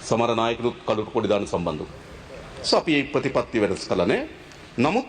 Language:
Sinhala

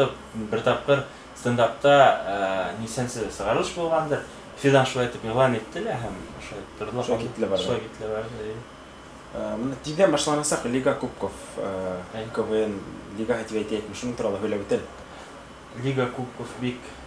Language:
Bashkir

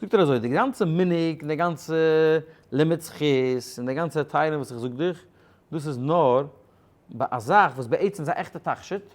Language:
Yiddish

